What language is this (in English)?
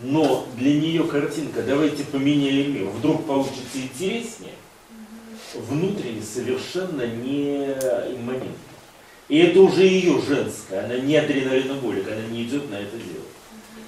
Russian